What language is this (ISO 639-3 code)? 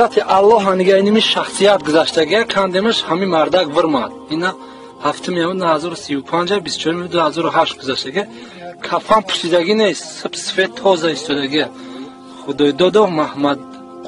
tgk